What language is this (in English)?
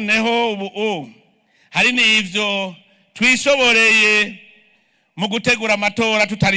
Rundi